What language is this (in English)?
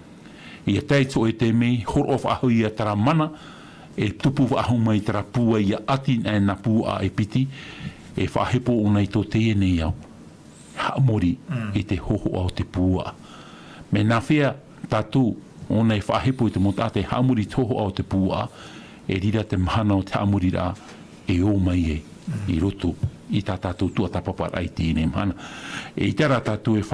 Tahitian